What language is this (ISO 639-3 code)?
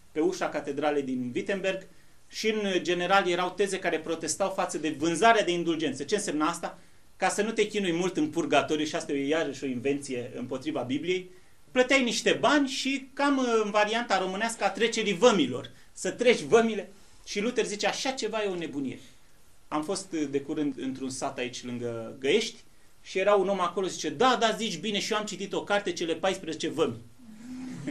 ron